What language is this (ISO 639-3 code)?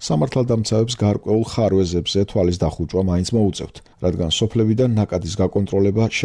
kat